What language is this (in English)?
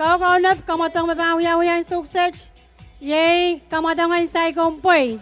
Pohnpeian